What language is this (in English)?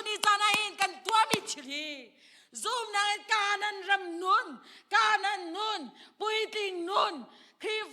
Hakha Chin